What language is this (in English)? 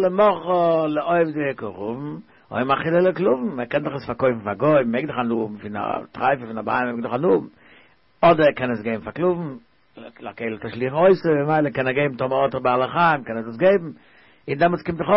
Yiddish